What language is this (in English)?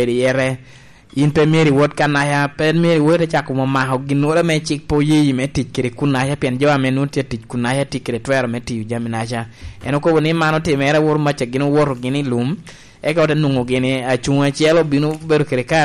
Lango (Uganda)